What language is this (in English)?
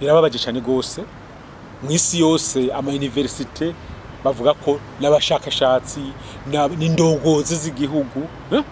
Rundi